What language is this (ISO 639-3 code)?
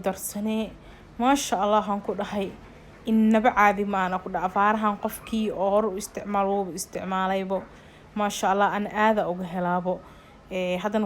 som